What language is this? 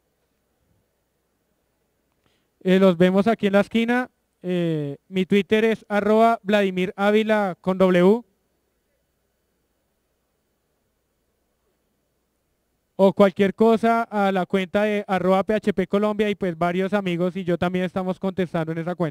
Spanish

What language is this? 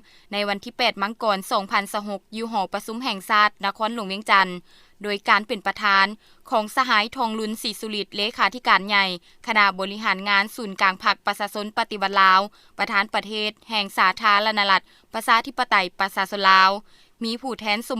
Lao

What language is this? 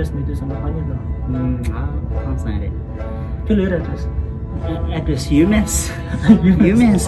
Tibetan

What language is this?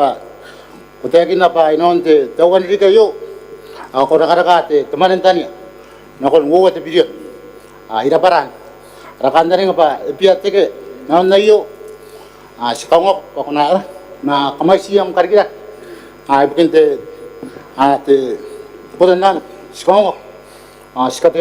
Gilbertese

